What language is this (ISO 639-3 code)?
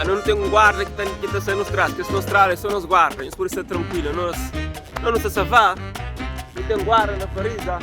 kea